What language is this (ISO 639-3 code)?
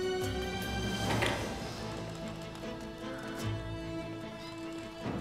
tur